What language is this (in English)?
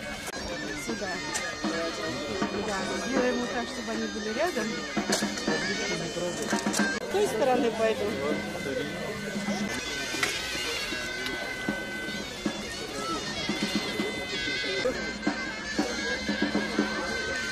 Russian